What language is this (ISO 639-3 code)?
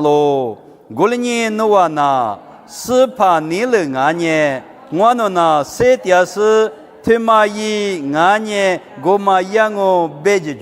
lis